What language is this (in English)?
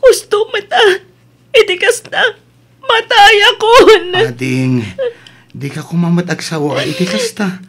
Iloko